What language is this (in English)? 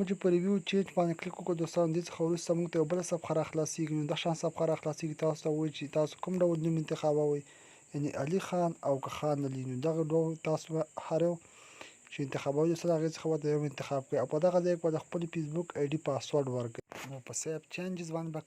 Pashto